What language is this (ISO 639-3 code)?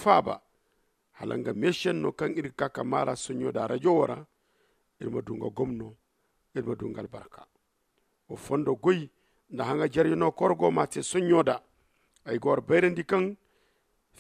dje